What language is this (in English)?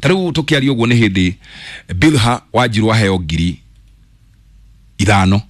Kikuyu